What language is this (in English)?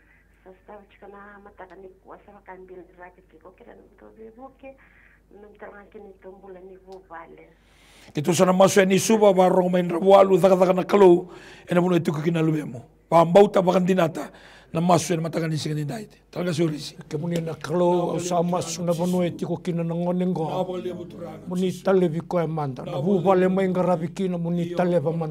Fijian